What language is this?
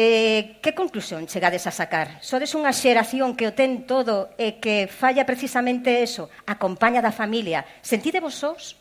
Galician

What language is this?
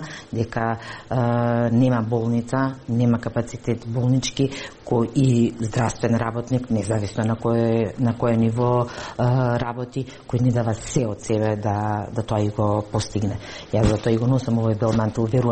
Macedonian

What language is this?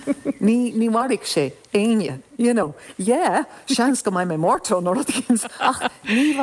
Irish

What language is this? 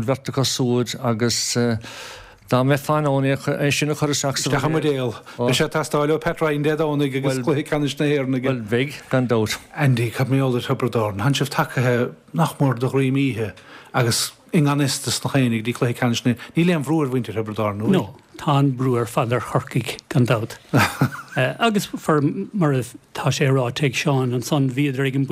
Irish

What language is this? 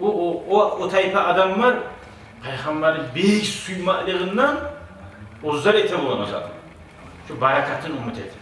Kumyk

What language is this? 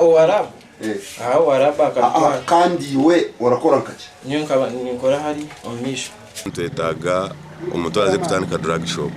Nyankole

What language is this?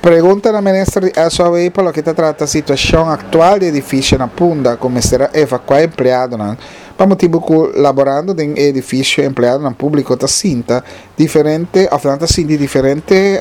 Papiamento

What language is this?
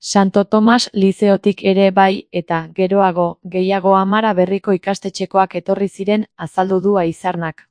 Basque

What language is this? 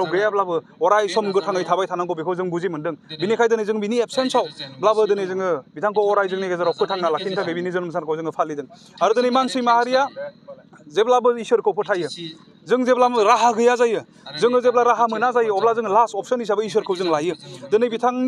Bodo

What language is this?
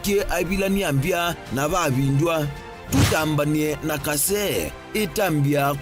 Kamba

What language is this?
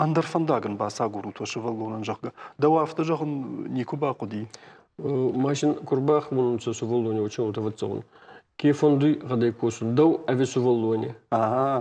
Ossetic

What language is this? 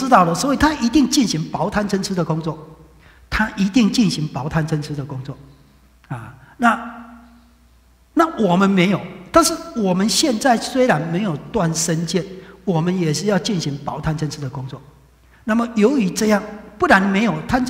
Chinese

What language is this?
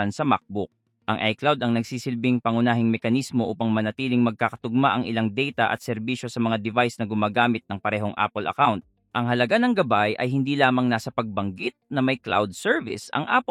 Filipino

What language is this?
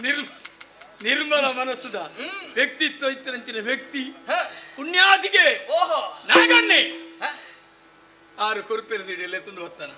Tulu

